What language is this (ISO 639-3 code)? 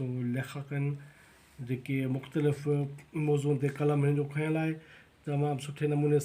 snd